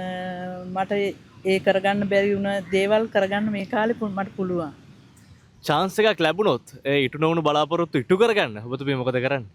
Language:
Sinhala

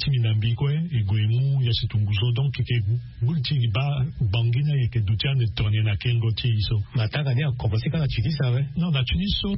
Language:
Sango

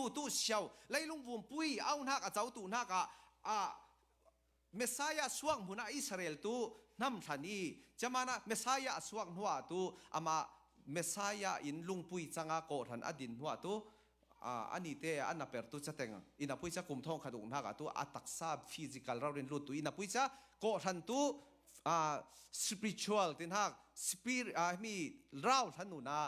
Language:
Falam Chin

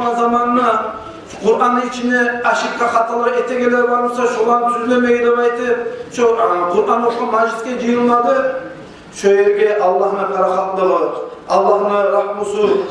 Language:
Kumyk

